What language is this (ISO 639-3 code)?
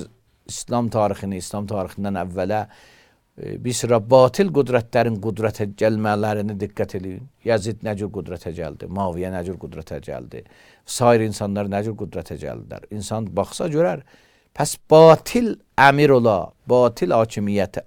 aze